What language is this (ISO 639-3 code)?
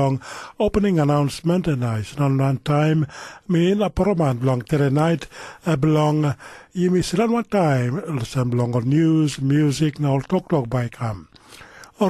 tpi